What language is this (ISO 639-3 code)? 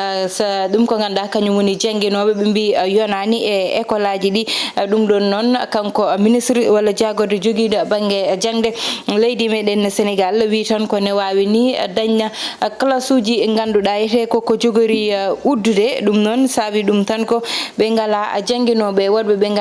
ful